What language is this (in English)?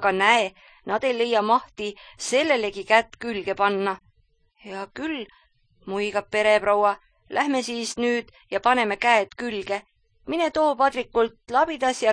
Estonian